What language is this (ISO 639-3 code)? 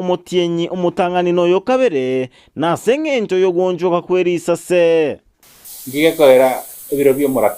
guz